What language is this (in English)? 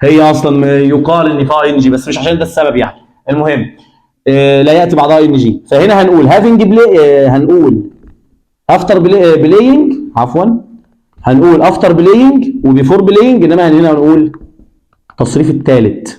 Egyptian Arabic